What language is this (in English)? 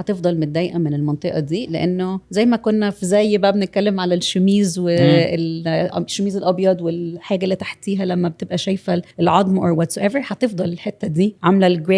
Egyptian Arabic